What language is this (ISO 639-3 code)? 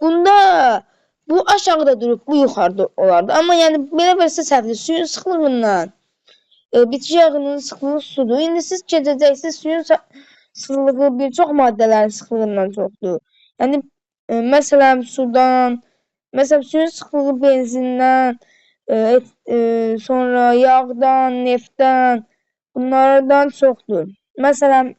aze